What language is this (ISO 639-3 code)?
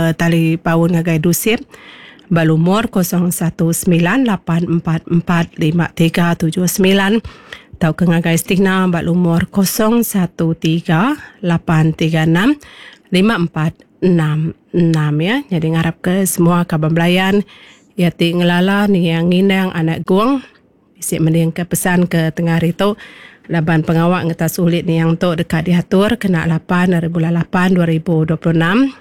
iba